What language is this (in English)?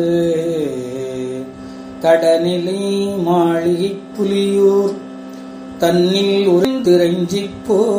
Tamil